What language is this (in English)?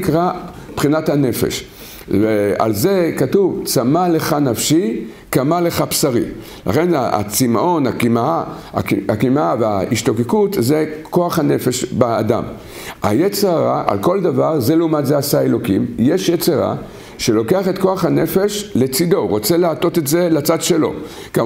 Hebrew